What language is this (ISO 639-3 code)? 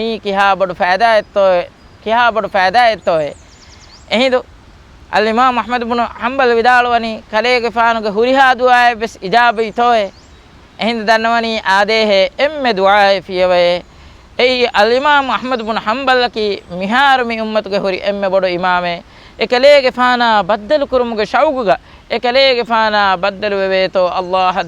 div